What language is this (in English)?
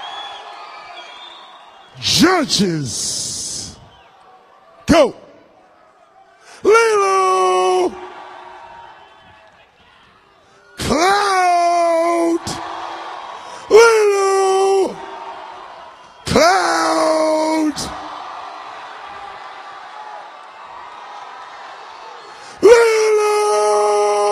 English